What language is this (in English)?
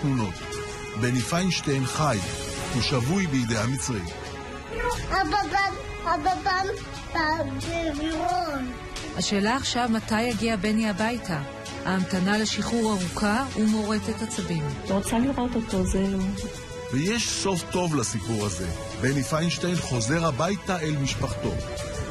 Hebrew